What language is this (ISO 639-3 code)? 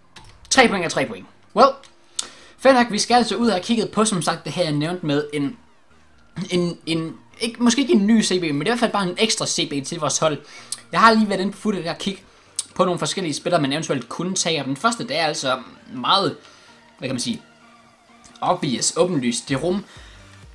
dan